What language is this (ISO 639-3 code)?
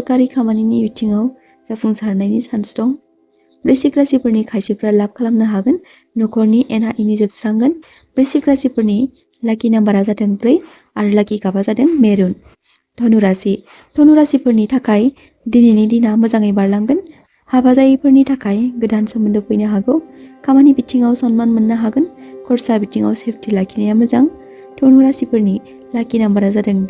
brx